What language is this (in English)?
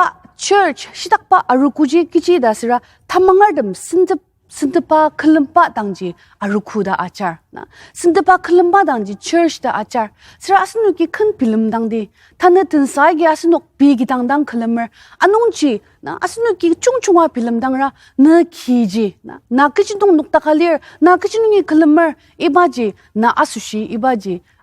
Ao Naga